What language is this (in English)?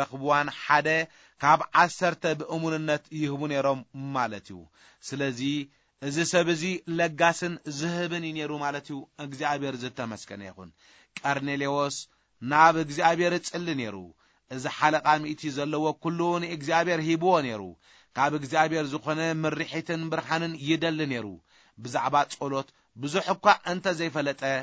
Tigrinya